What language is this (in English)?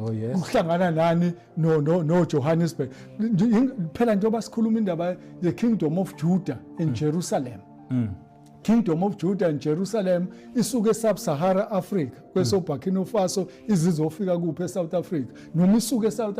Zulu